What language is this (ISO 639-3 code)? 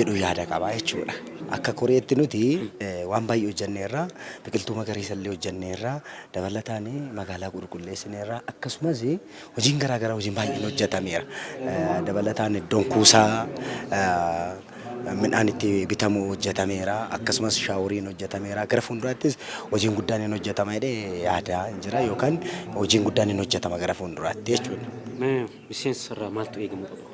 orm